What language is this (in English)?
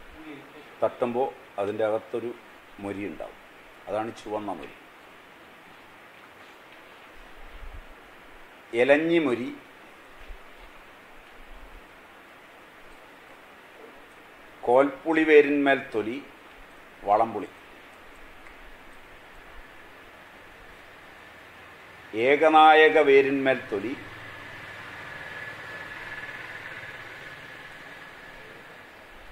Malayalam